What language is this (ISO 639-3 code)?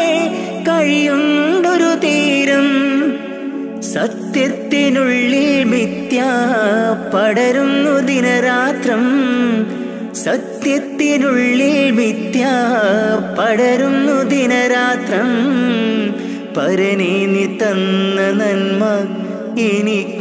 mal